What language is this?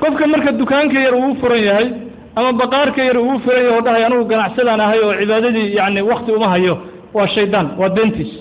Somali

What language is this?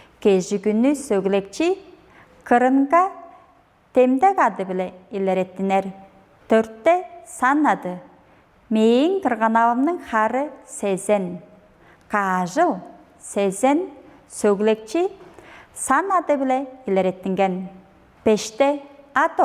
Tuvinian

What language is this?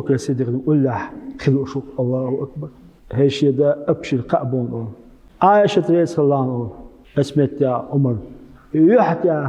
Chechen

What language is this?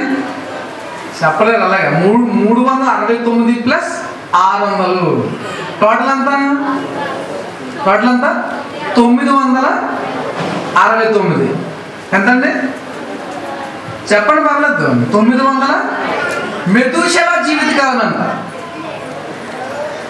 Telugu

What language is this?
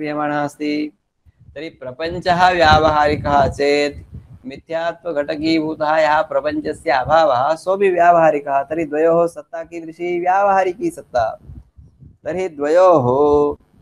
Sanskrit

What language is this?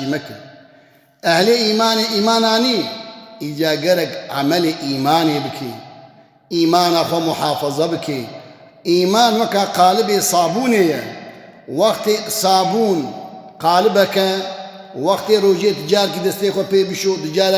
Kurdish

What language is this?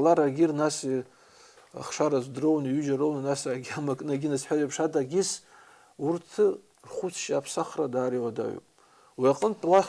Abkhazian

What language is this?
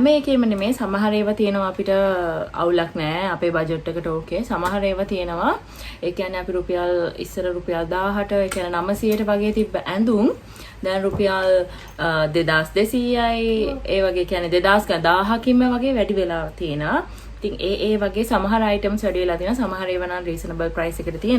Sinhala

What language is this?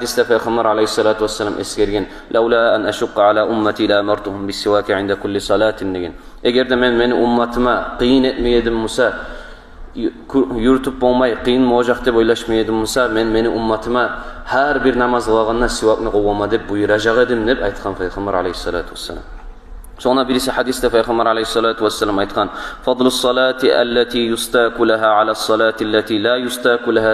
Kumyk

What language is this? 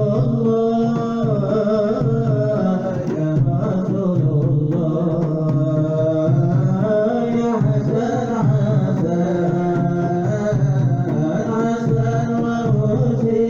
Banjar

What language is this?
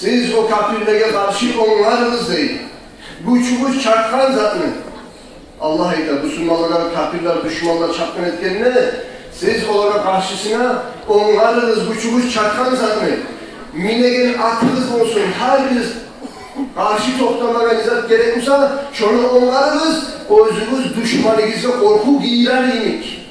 Kumyk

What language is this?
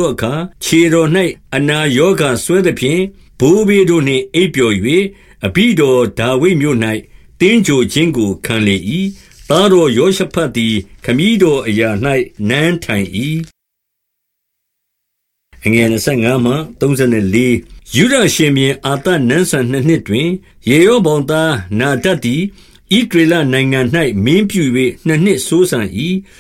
Burmese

